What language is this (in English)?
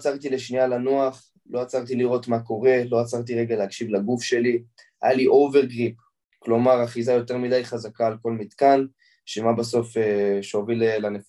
Hebrew